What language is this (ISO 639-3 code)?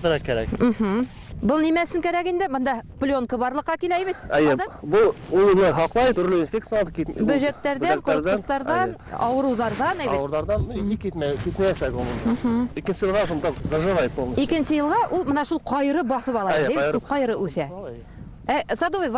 bak